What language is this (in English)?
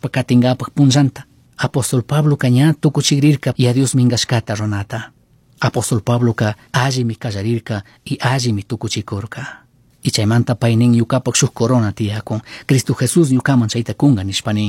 Chimborazo Highland Quichua